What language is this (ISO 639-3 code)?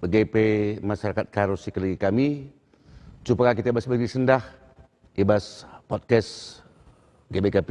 btx